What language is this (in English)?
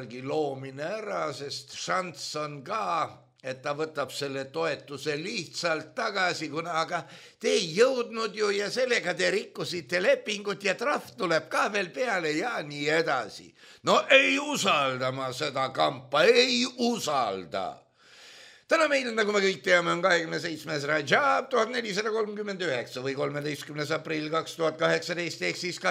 Estonian